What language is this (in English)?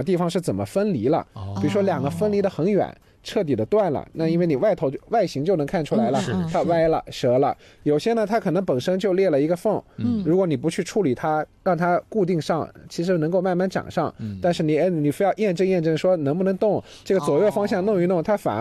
Chinese